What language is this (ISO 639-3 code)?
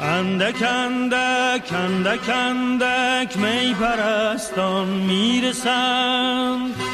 sqi